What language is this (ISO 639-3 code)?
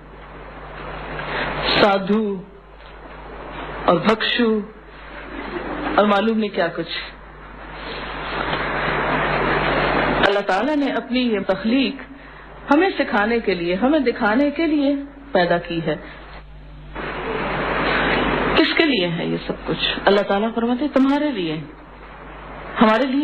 urd